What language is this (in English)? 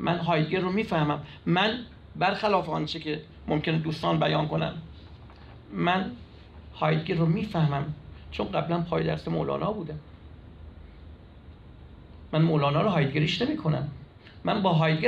Persian